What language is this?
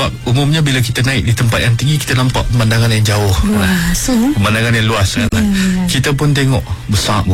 Malay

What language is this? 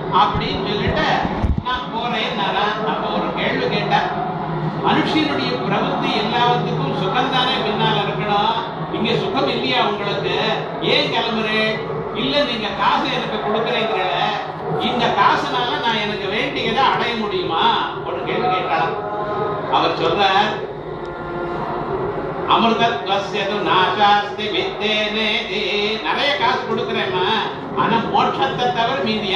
Tamil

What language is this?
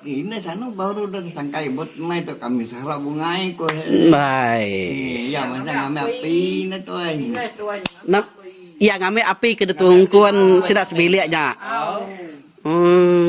Iban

